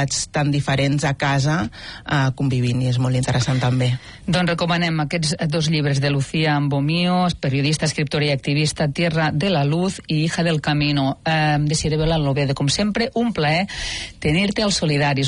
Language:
Catalan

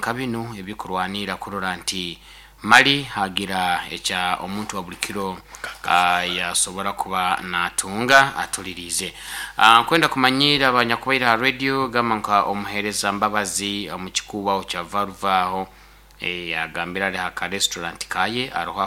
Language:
Nyoro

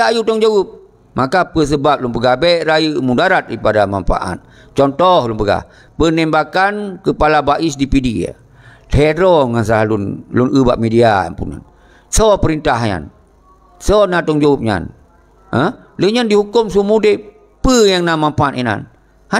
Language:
Achinese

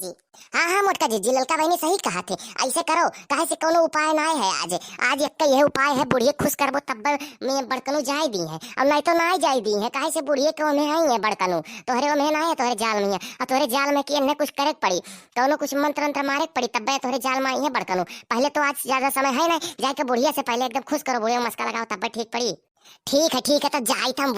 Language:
Awadhi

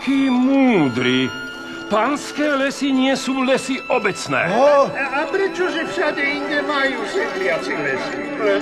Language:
Slovak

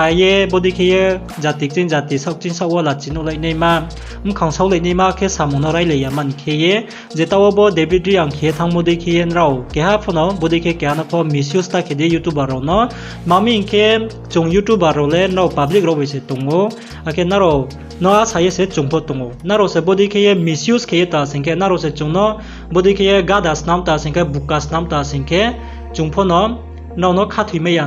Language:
Riang (India)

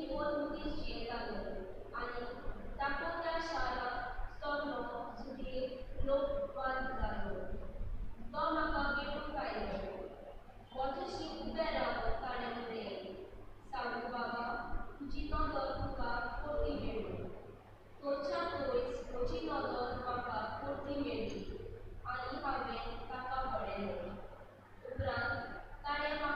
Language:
Konkani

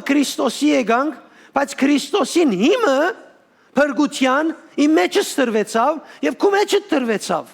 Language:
Western Armenian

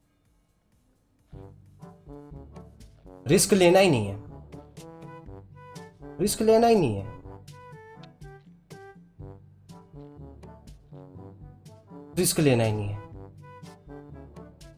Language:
Hindi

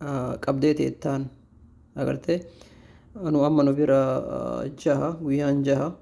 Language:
Oromo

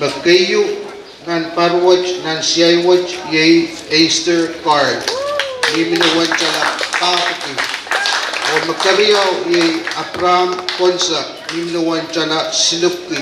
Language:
Pohnpeian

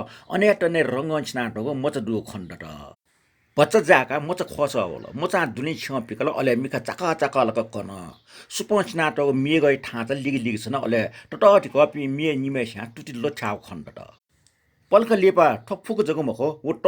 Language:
Newari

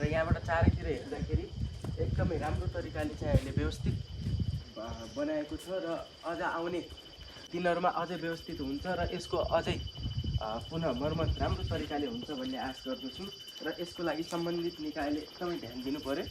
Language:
Nepali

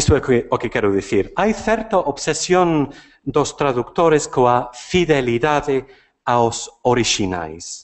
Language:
Galician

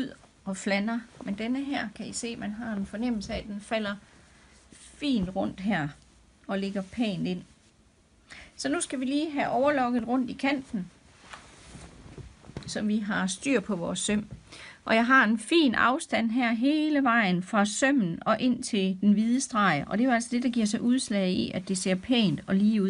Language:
Danish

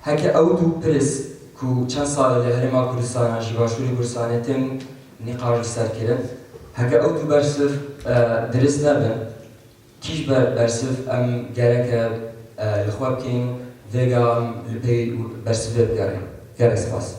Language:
Kurdish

